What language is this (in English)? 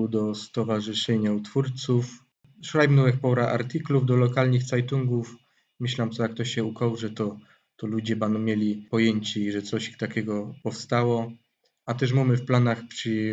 Silesian